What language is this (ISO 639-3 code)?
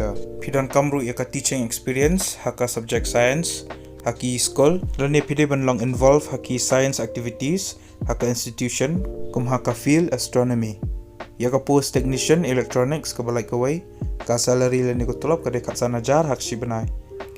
kha